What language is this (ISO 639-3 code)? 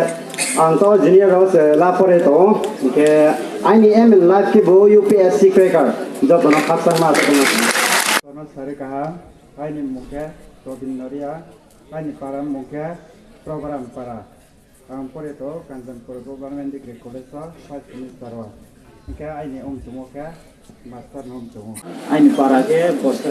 ria